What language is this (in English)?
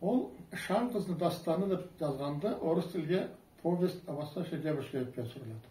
Karachay-Balkar